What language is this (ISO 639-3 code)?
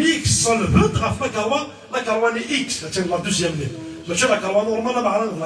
kab